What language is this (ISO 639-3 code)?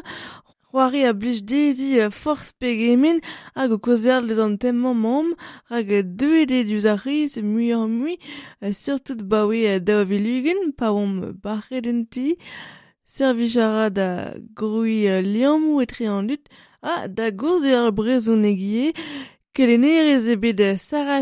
bre